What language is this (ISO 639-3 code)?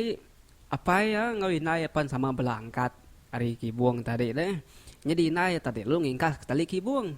iba